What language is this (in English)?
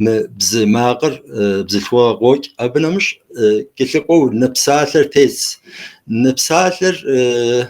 Kabardian